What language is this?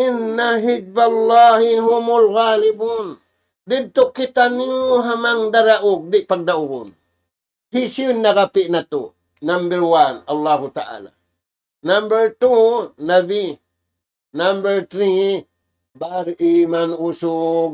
Tausug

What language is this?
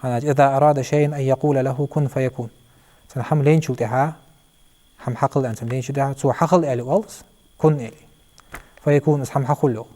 Ingush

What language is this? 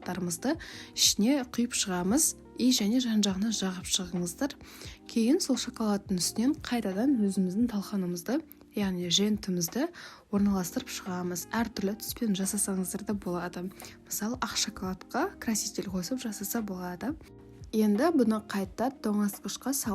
Kazakh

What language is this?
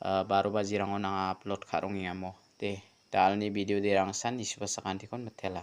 Garo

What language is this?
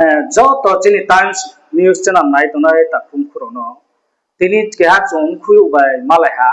Riang (India)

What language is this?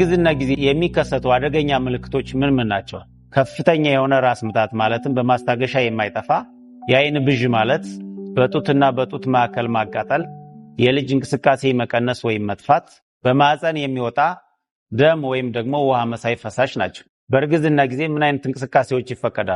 Amharic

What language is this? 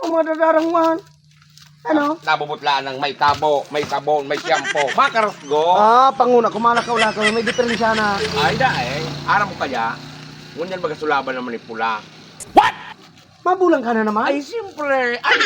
Bikol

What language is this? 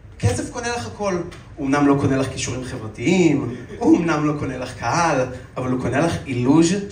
Hebrew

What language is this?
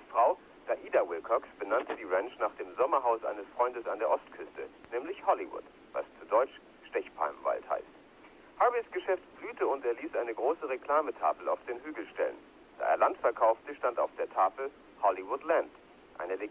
German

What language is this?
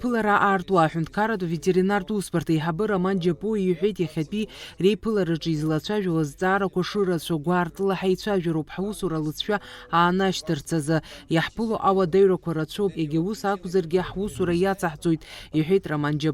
Abkhazian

